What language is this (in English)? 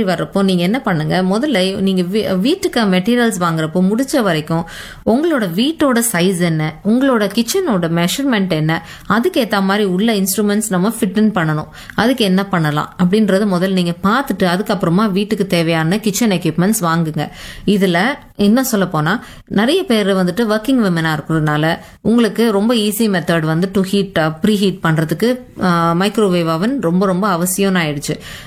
Tamil